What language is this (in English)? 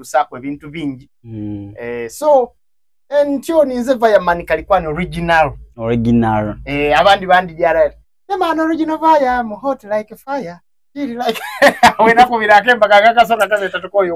Soga